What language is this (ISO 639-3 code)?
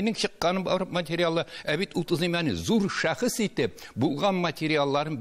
tat